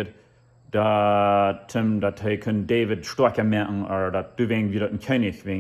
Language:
Plautdietsch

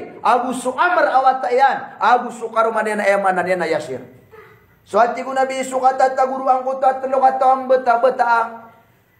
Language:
Maranao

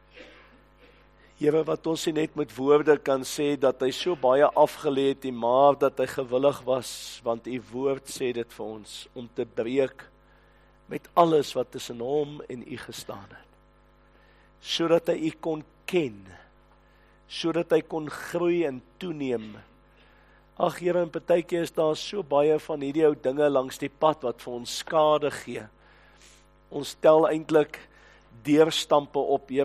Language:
Afrikaans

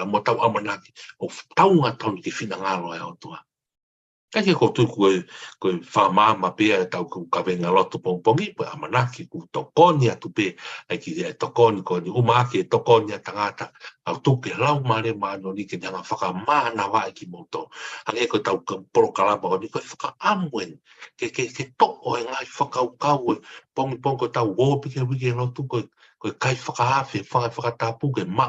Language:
Tongan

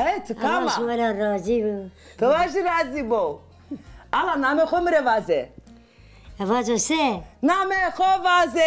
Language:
Zaza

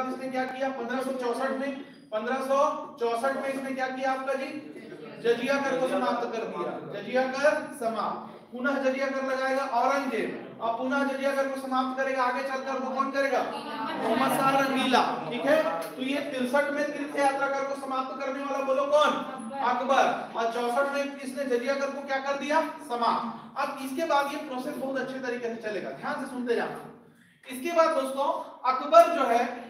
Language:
Hindi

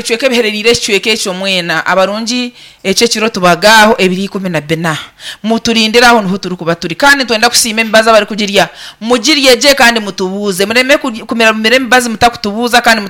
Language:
Nyankole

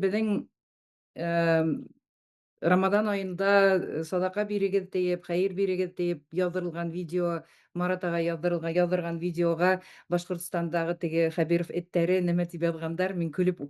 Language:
Bashkir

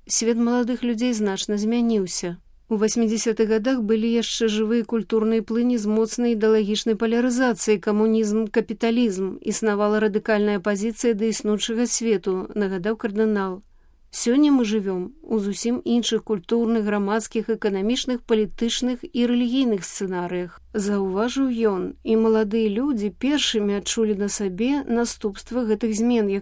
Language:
Belarusian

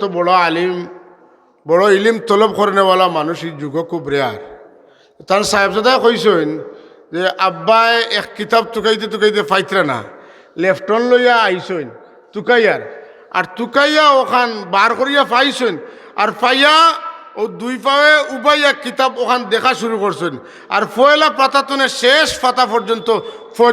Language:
Sylheti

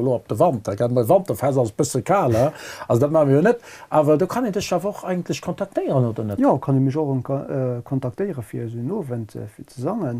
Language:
Luxembourgish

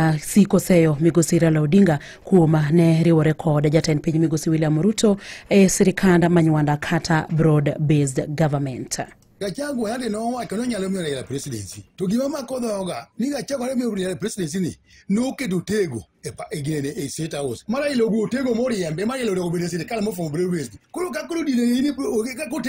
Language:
Luo (Kenya and Tanzania)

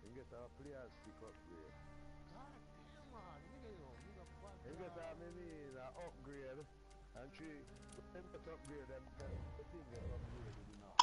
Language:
Jamaican Creole English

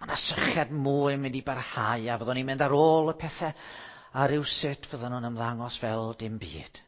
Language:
Welsh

